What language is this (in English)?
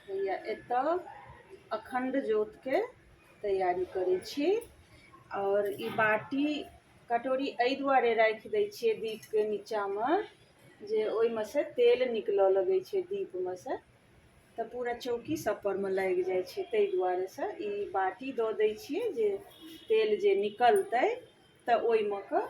Maithili